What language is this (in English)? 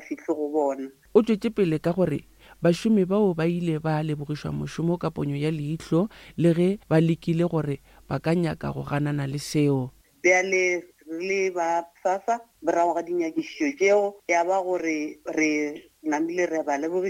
Northern Sotho